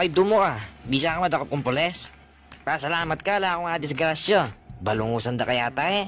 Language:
Pampanga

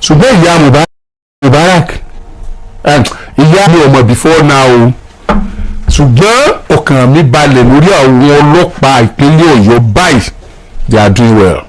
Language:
Yoruba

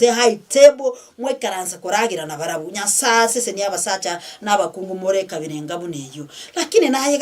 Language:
Gusii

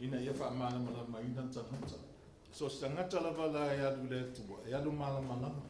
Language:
Samoan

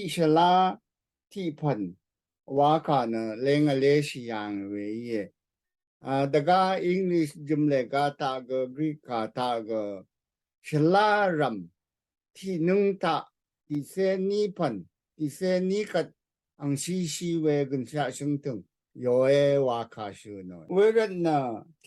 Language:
Rawang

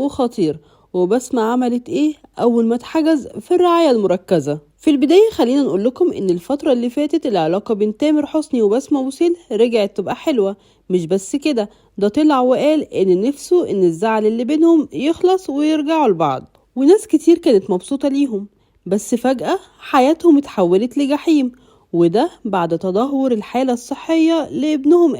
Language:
Egyptian Arabic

